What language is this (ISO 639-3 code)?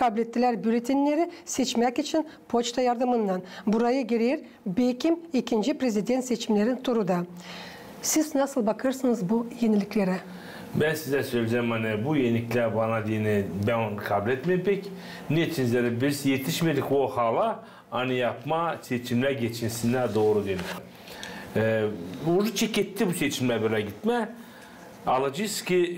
gag